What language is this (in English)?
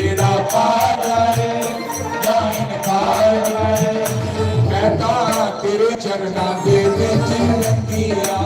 Dogri